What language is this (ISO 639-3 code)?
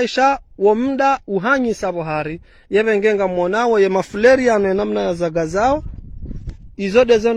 zdj